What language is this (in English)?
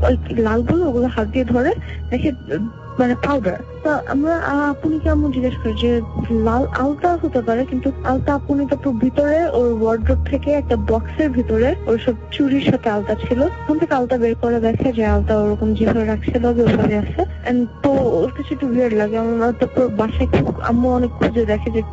Bangla